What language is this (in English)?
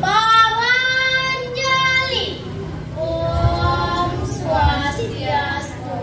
Balinese